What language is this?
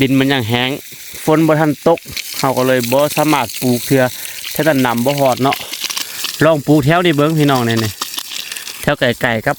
Lao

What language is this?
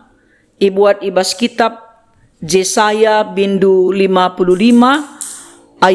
Batak Karo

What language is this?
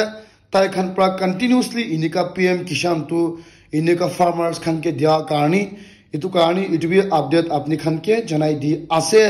Naga Pidgin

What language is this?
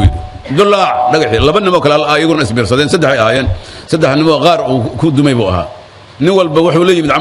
Somali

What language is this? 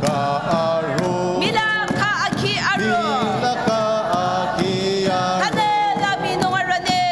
Ao Naga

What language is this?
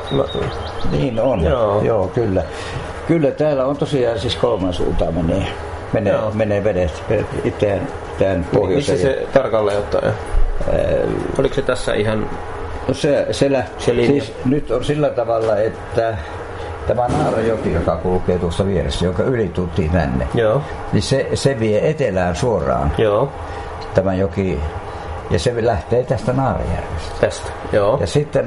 Finnish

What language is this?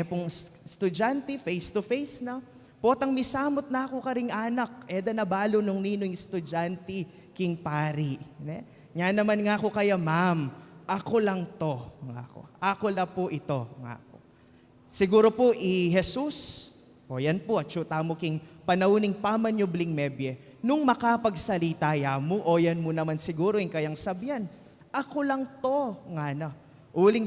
Pampanga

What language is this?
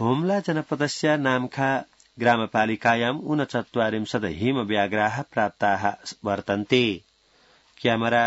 Sanskrit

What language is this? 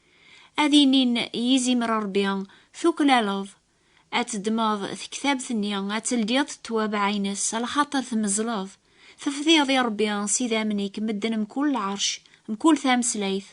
Kabyle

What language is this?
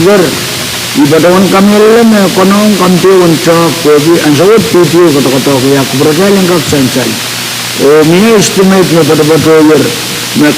Pohnpeian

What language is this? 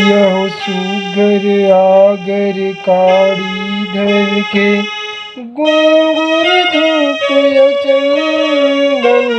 Chhattisgarhi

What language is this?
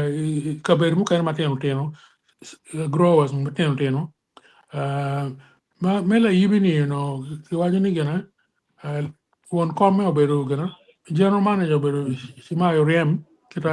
Acoli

